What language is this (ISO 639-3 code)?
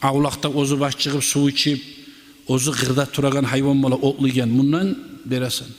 kum